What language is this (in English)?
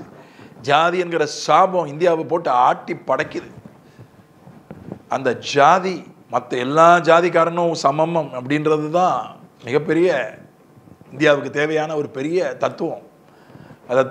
Tamil